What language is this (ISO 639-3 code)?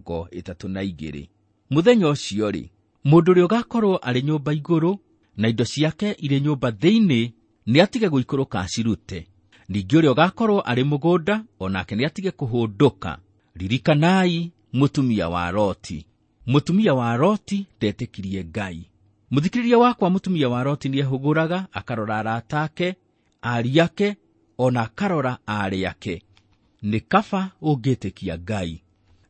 kik